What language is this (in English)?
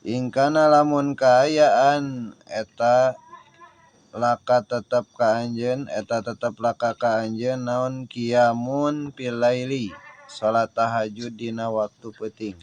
Sundanese